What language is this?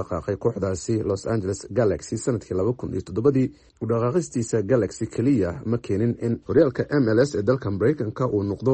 Somali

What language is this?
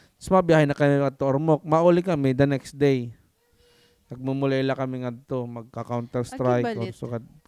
Waray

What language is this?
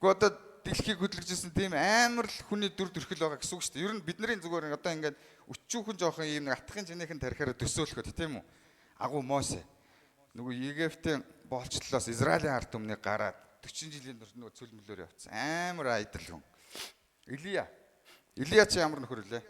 Mongolian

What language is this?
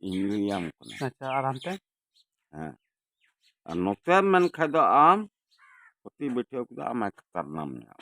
Santali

